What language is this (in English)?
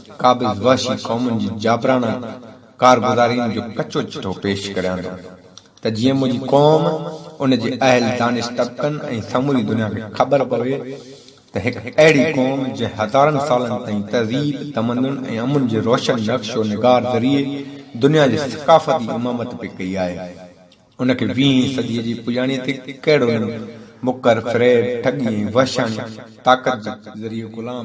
Sindhi